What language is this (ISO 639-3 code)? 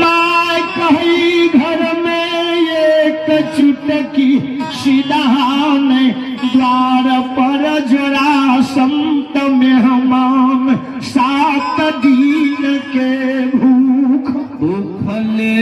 mai